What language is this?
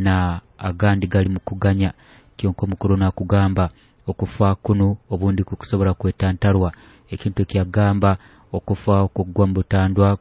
Nyoro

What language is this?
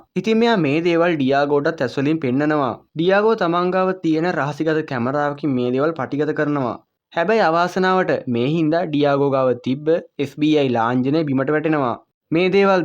Sinhala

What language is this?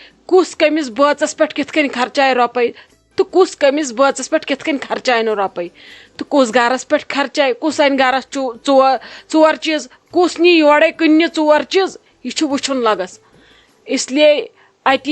Kashmiri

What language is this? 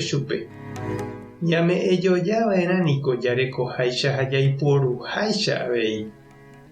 Guarani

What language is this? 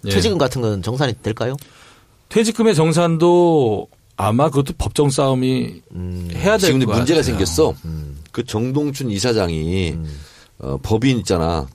Korean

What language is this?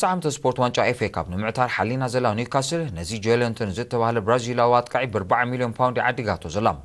Tigrinya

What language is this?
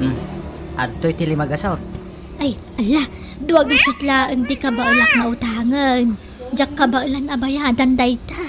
Iloko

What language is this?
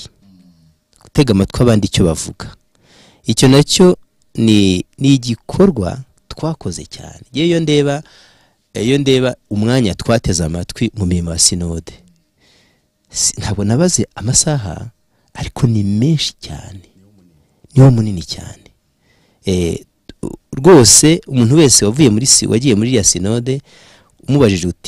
Kinyarwanda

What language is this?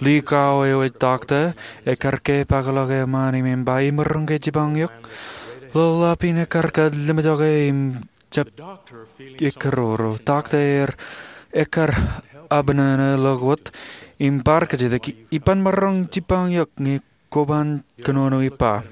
Marshallese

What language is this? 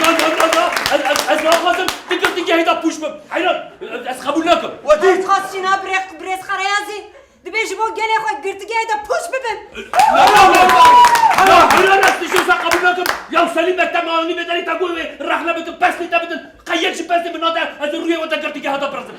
Kurdish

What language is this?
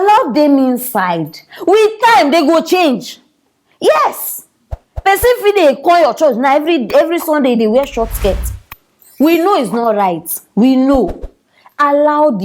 Nigerian Pidgin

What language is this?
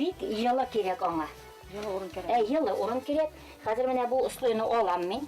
Bashkir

